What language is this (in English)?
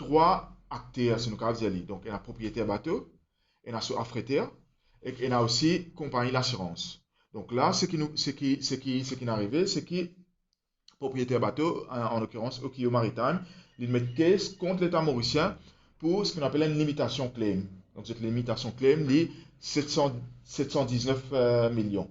Morisyen